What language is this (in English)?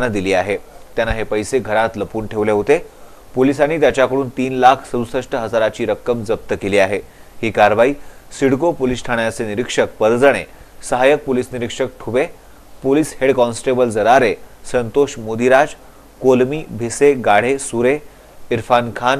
Marathi